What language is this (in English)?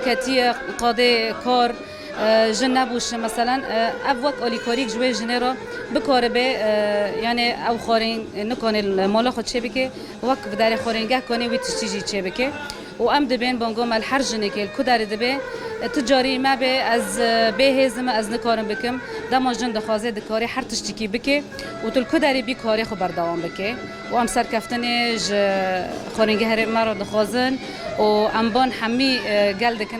Kurdish